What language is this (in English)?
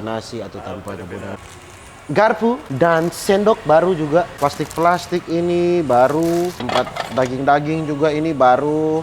Manado Malay